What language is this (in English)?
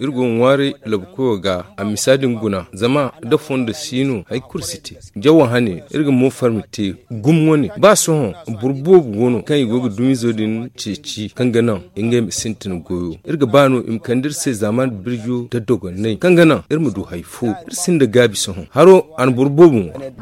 Zarma